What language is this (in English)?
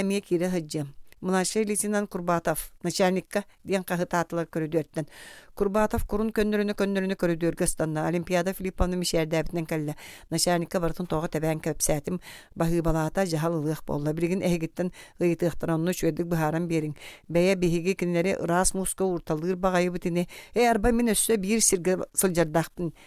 Yakut